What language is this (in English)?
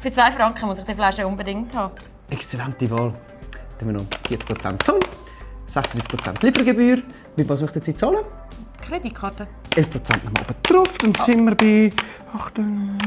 Swiss German